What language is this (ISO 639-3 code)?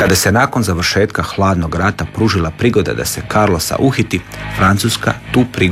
hrv